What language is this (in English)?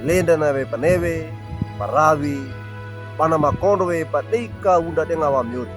Wejewa